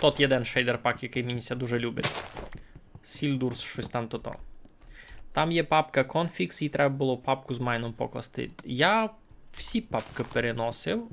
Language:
Rusyn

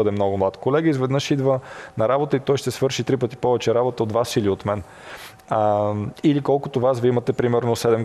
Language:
Bulgarian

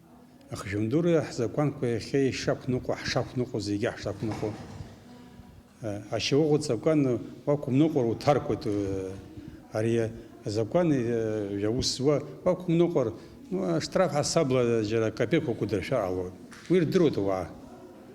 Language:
Abkhazian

